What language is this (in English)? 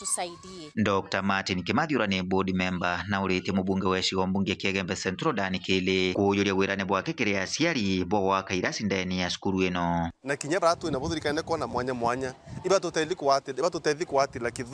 Meru